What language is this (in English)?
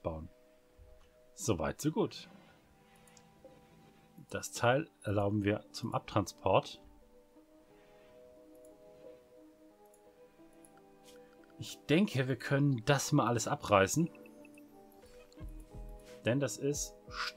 German